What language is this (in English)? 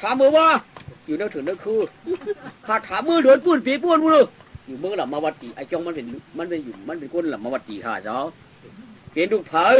Shan